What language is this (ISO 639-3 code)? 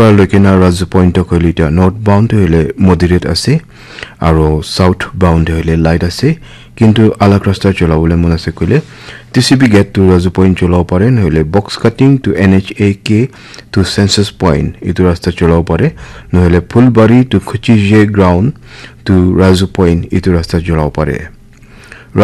nag